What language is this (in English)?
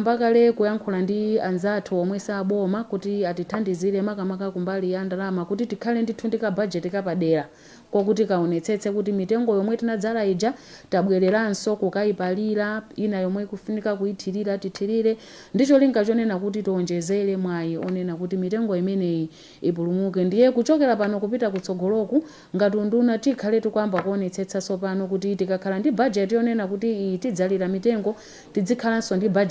Nyanja